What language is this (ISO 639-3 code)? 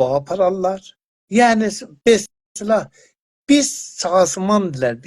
azb